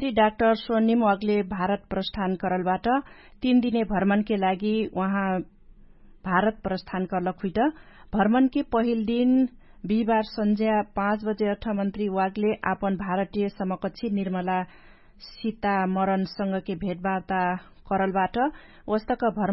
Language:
Dangaura Tharu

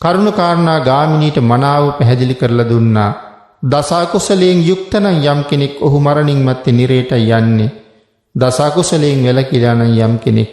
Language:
Sinhala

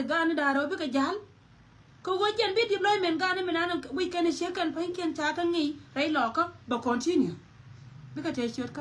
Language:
Nuer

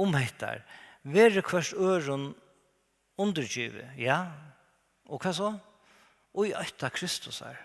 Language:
Faroese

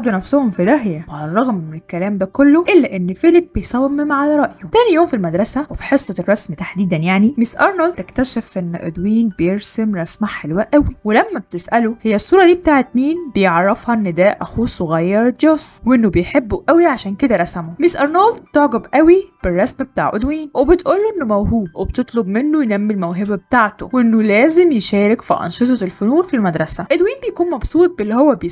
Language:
Egyptian Arabic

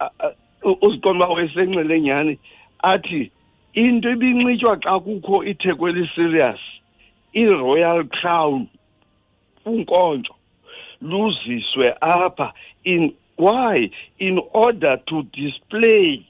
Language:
Xhosa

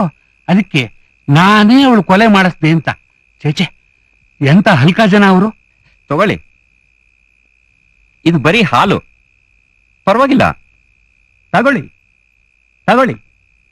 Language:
Kannada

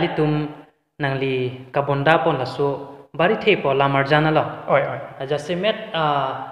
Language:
Karbi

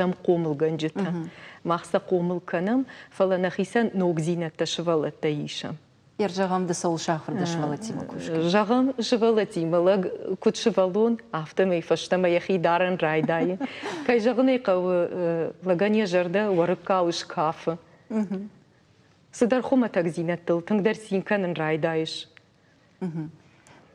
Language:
Ossetic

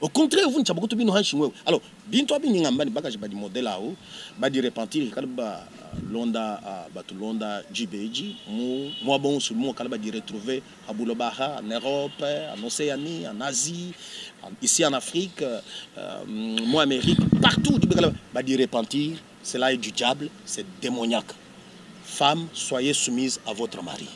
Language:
Luba-Lulua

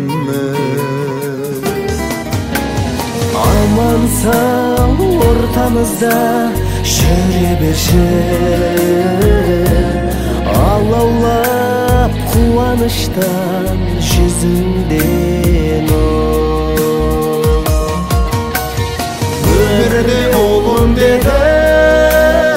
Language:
Kazakh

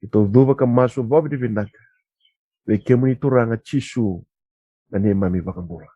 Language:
Fijian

